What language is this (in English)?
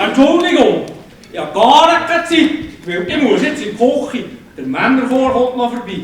Swiss German